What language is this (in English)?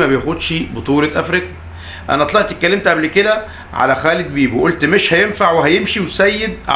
Egyptian Arabic